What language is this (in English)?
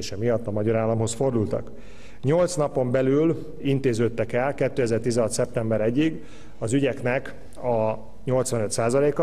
Hungarian